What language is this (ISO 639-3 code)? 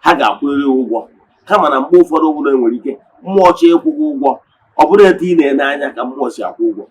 ibo